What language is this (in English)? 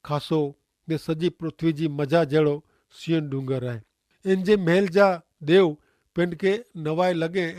Kachhi